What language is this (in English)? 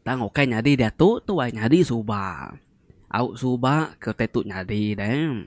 Iban